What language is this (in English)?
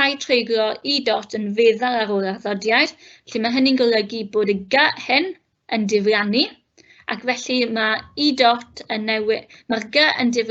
Welsh